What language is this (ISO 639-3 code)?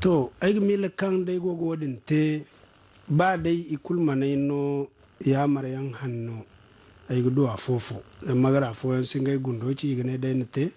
dje